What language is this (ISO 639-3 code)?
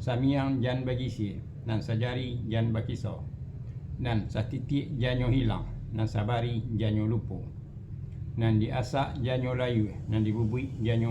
min